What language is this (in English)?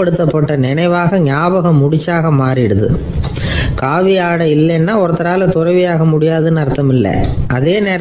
Tamil